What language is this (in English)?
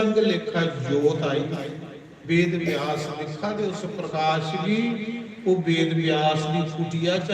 Dogri